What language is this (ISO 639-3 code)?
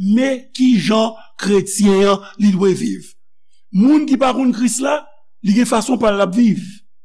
hat